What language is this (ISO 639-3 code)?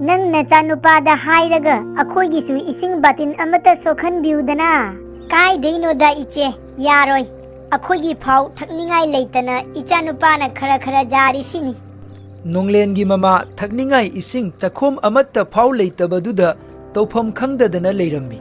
mni